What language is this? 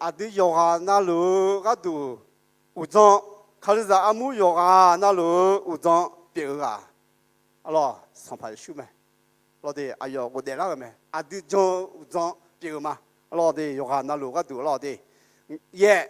Akha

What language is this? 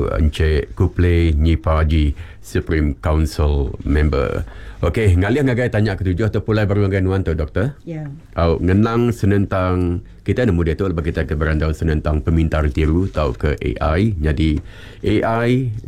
Iban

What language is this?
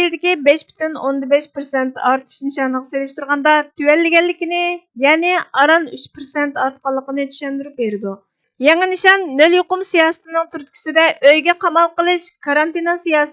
Uyghur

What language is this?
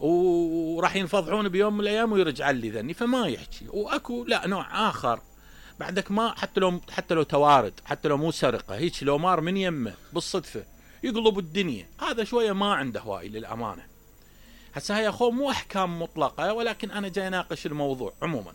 Mesopotamian Arabic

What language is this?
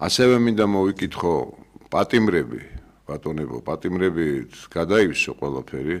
Georgian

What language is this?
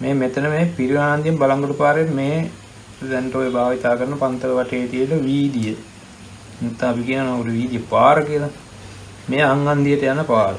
Sinhala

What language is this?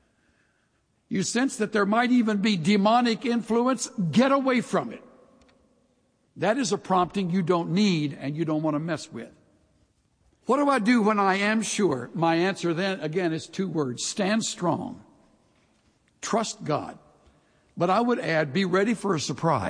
English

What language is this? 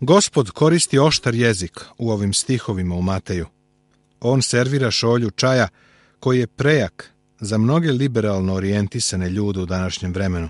Serbian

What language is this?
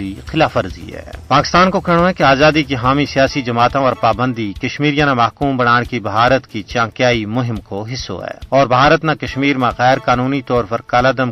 Gujari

